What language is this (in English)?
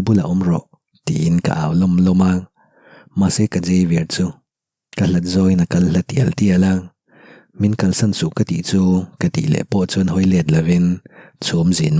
Mizo